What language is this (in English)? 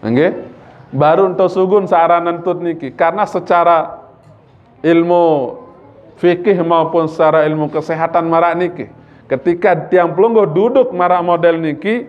Sasak